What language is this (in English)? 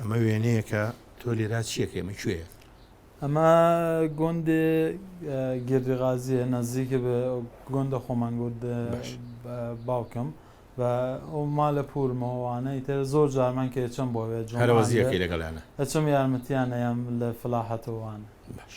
Central Kurdish